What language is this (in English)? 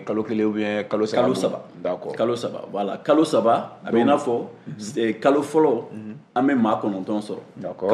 Bambara